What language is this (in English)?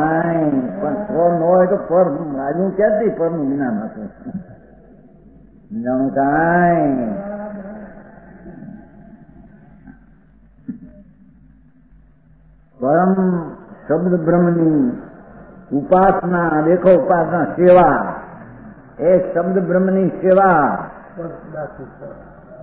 Gujarati